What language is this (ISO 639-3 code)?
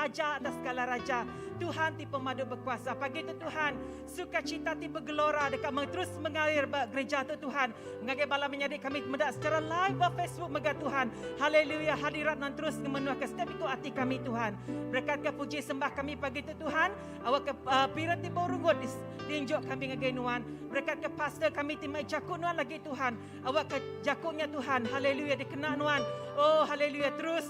iba